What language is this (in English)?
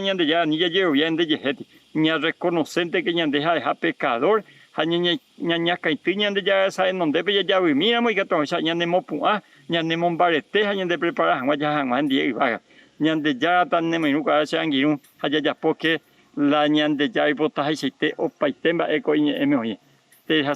Guarani